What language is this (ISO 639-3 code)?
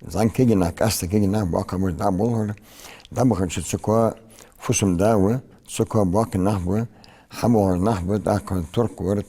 inh